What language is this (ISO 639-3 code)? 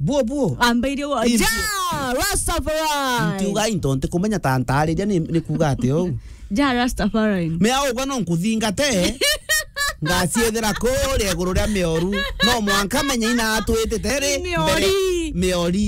mer